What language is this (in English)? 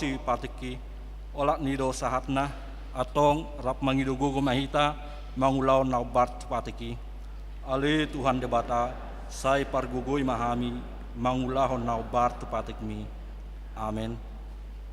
Batak Toba